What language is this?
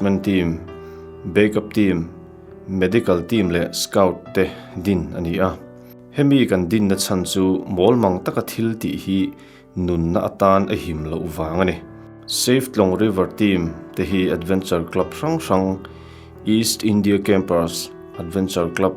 Mizo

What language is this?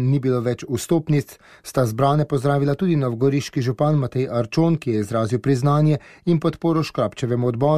Slovenian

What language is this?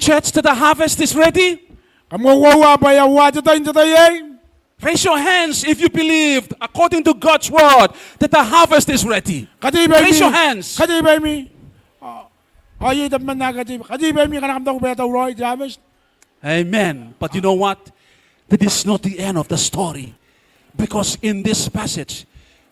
Gilbertese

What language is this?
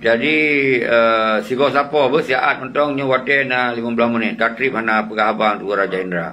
Achinese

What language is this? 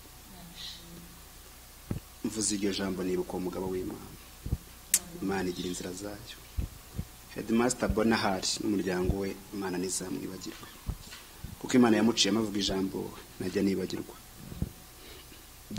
Kinyarwanda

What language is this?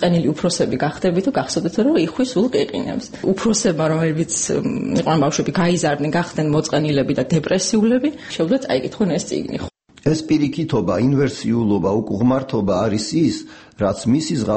Georgian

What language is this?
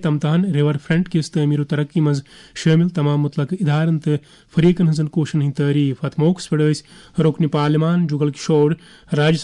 Kashmiri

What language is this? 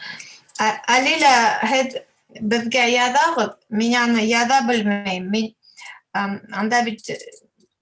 Bashkir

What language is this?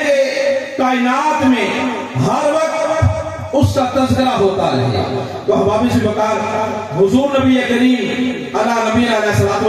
Urdu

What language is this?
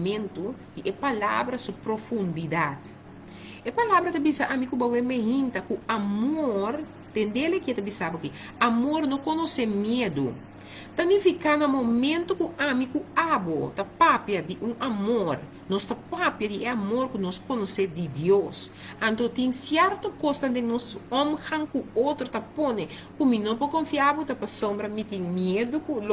Papiamento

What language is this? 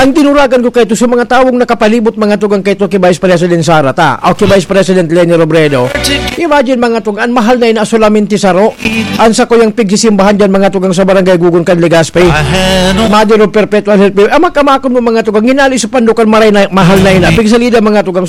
Bikol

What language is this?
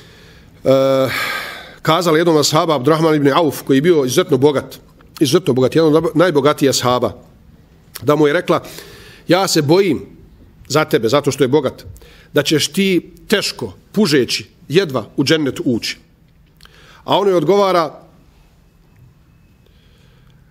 Bosnian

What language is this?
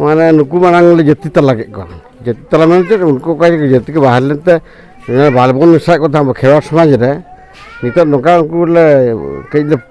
Santali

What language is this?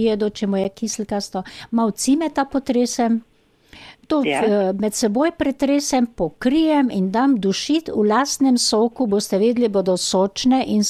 Slovenian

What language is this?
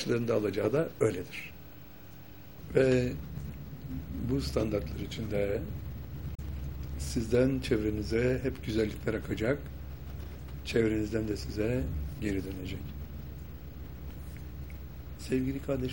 Turkish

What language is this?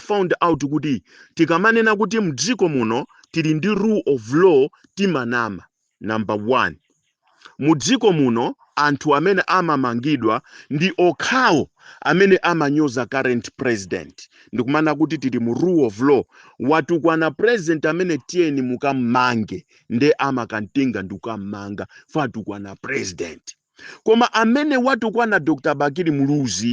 Nyanja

